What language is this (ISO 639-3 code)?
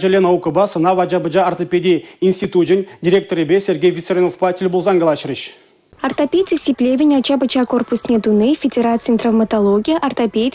chv